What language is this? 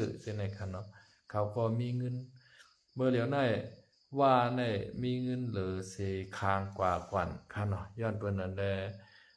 Shan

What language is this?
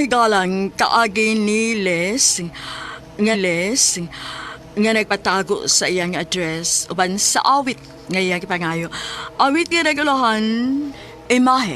Cebuano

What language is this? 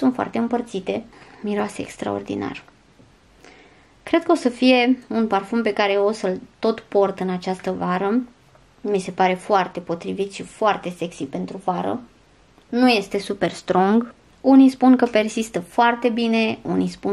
Romanian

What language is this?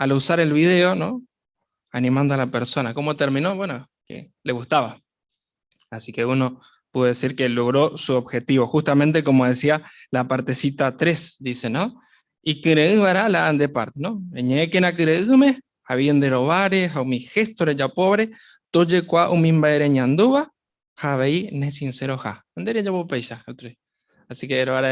Guarani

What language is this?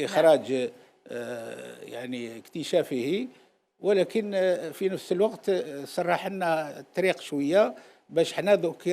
Algerian Arabic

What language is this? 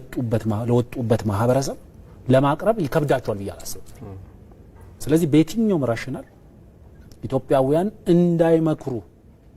Amharic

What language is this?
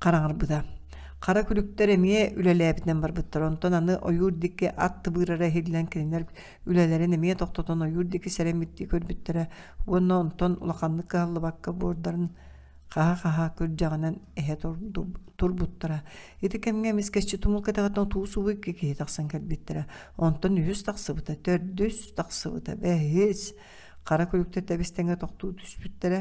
Yakut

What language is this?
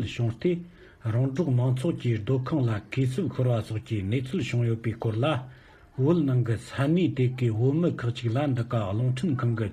Tibetan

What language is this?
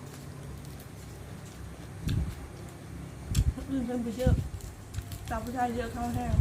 Lao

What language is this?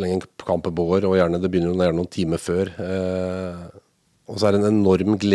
Norwegian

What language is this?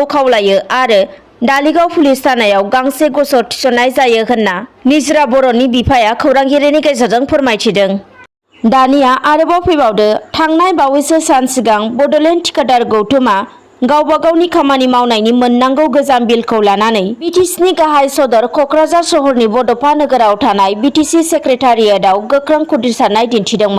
Bodo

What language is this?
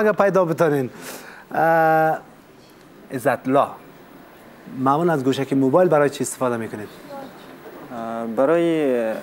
Persian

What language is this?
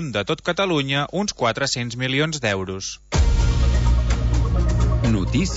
Catalan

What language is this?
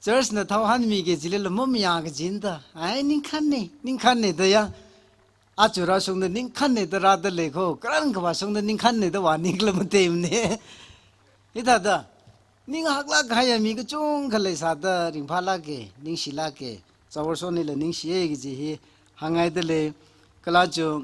Tangkhul Naga (India)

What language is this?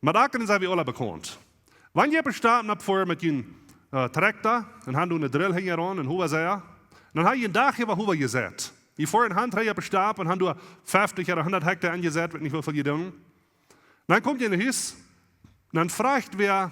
Plautdietsch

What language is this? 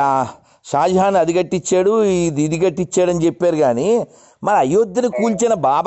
Telugu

